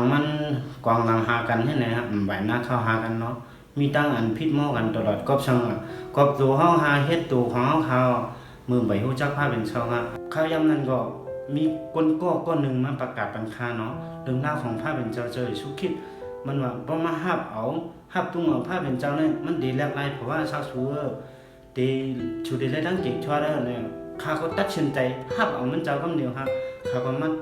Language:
Shan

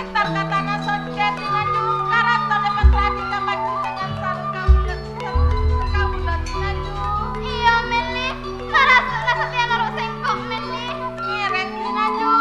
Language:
Madurese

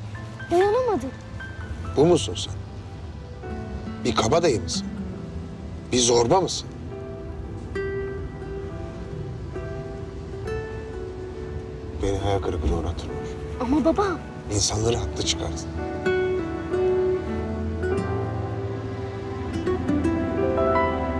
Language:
Turkish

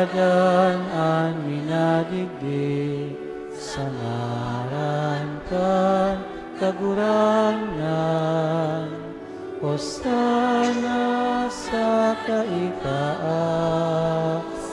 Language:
Bikol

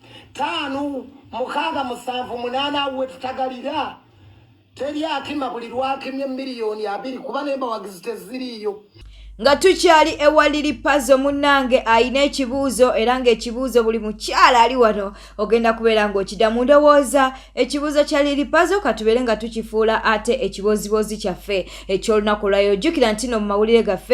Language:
Ganda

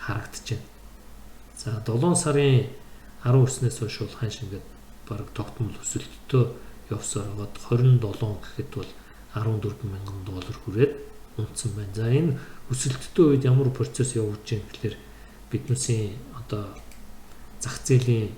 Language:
Mongolian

